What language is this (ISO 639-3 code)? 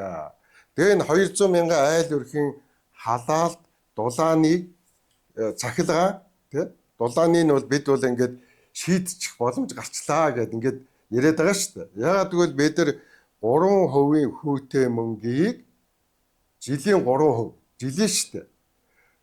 mon